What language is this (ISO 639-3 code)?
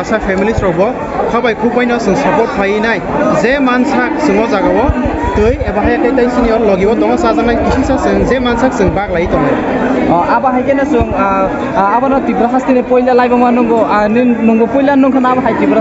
trp